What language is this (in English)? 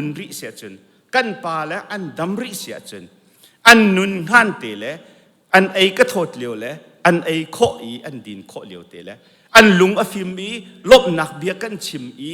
Hakha Chin